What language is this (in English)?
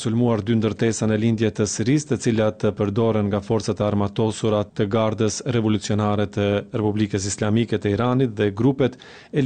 Albanian